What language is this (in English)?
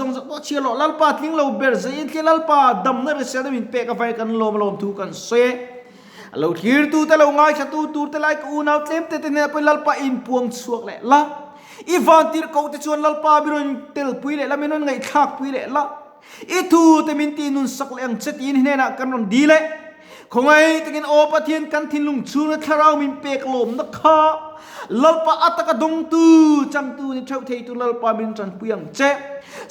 Mizo